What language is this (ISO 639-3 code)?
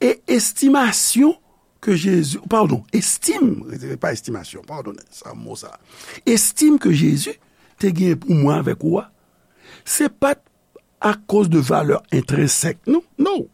hat